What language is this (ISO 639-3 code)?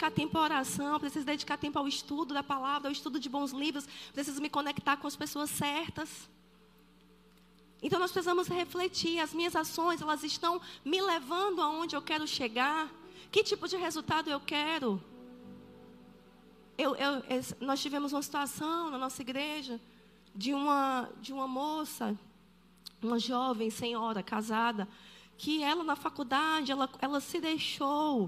por